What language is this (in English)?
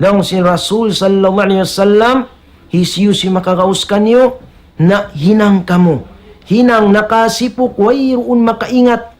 Tausug